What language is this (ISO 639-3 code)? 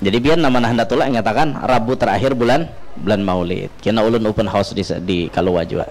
bjn